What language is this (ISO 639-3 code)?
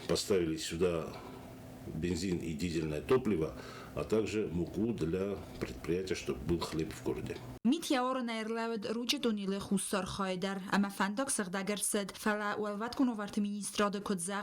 oss